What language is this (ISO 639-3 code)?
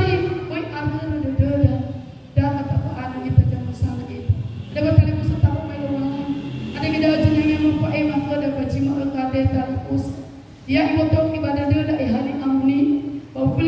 nia